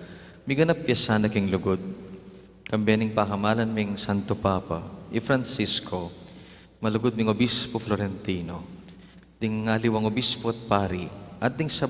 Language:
Pampanga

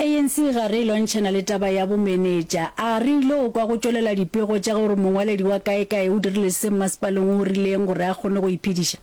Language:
Northern Sotho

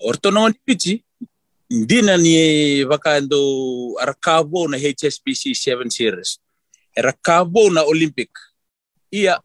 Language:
Fijian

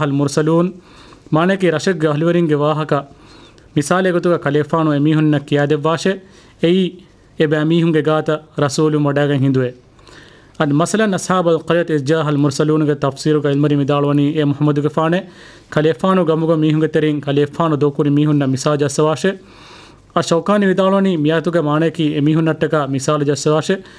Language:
Divehi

